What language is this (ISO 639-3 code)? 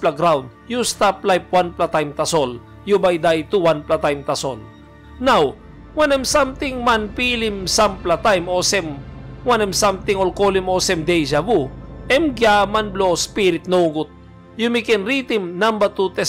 tpi